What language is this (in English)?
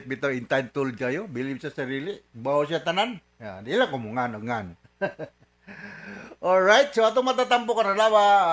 Cebuano